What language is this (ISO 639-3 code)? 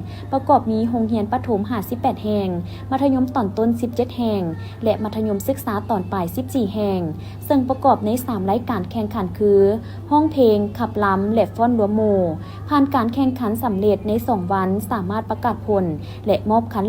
lao